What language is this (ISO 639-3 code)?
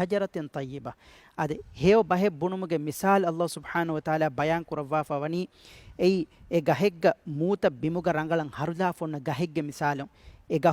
div